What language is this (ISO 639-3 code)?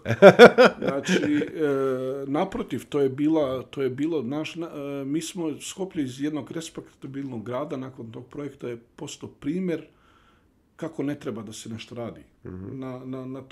bos